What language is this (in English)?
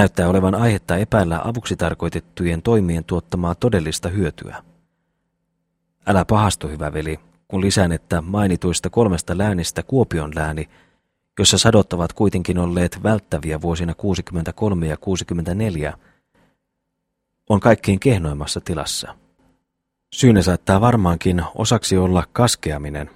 Finnish